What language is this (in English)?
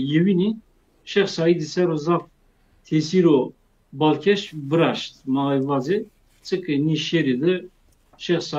Zaza